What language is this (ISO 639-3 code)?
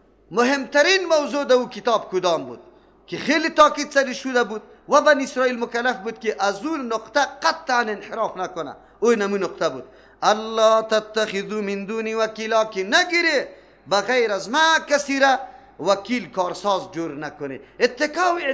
fas